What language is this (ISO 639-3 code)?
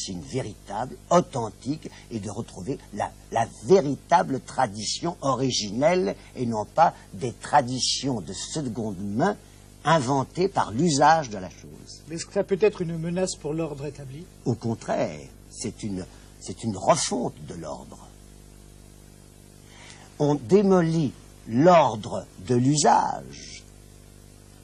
fra